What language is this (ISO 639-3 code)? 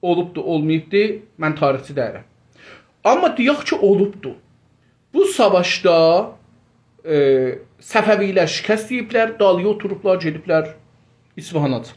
azb